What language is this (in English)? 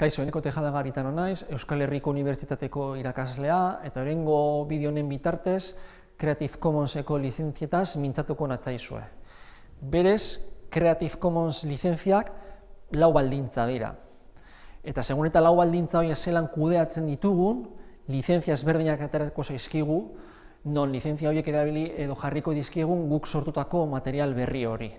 Basque